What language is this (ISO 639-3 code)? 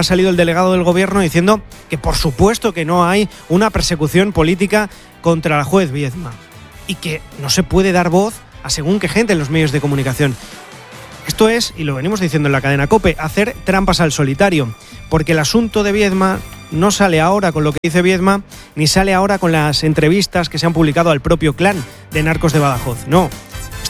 spa